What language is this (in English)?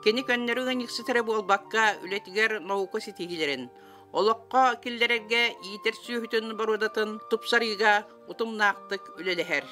Yakut